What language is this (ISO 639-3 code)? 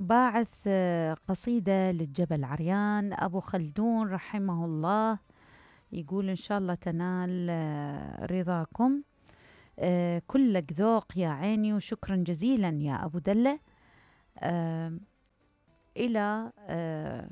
acm